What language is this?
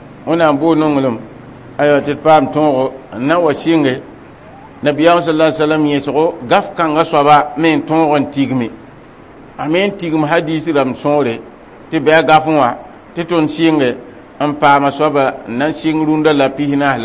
Mossi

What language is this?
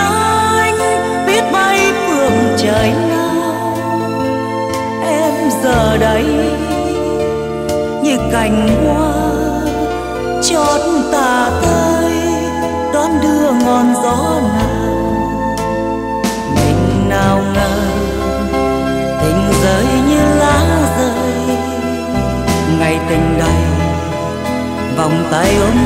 Vietnamese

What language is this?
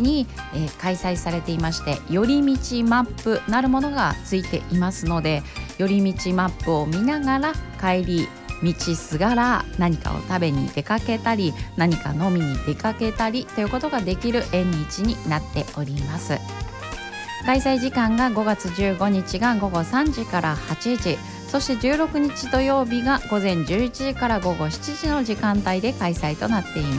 Japanese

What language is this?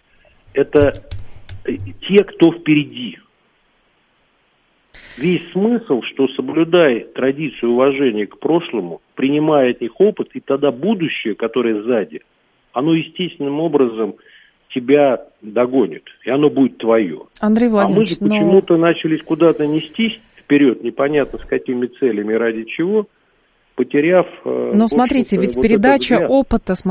Russian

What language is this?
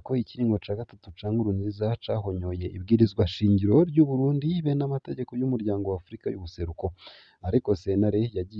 Rundi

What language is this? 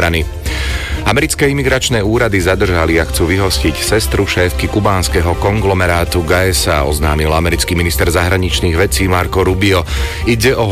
Slovak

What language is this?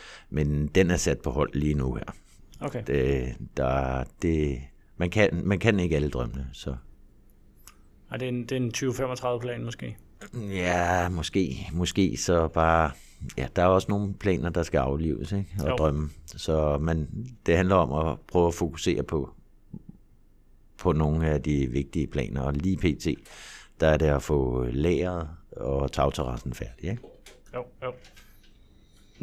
Danish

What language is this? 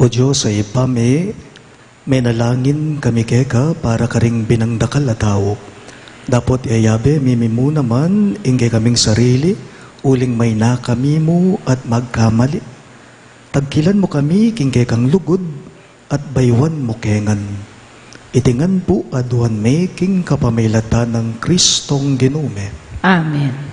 Pampanga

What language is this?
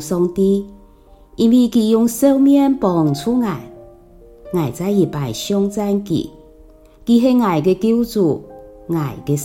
Hakka Chinese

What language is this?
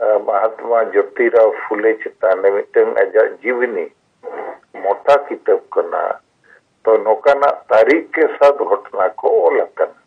Santali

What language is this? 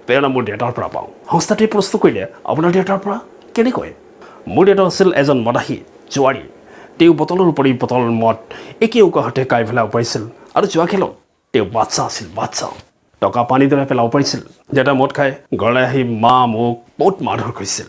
Assamese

